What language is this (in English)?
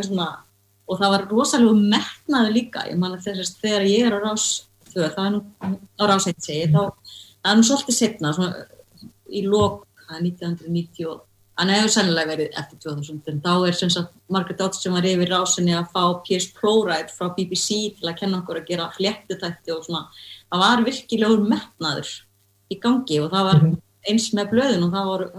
Icelandic